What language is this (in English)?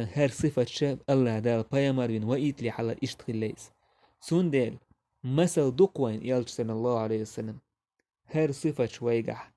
Chechen